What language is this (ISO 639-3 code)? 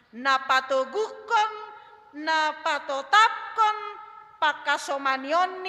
bts